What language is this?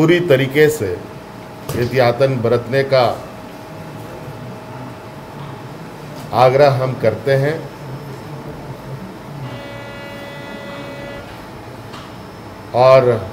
Hindi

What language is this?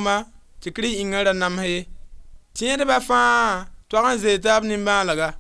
Mossi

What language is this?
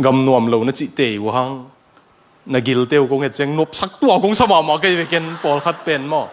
Tedim Chin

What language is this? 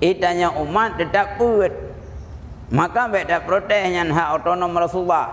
Achinese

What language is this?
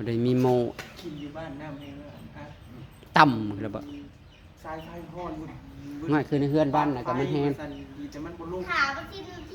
Northeastern Thai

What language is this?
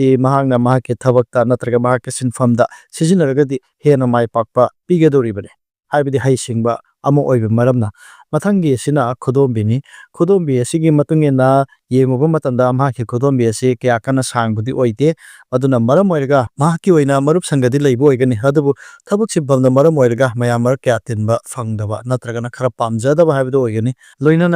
Manipuri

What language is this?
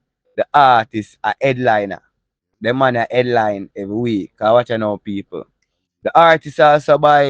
Jamaican Creole English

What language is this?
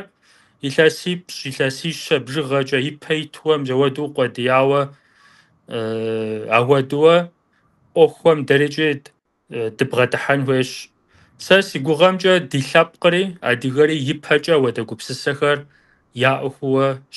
Kabardian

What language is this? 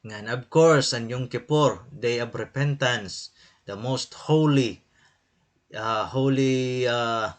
Waray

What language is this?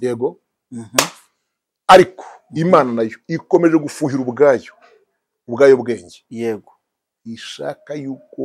Kinyarwanda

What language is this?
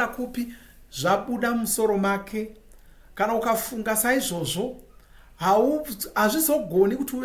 Shona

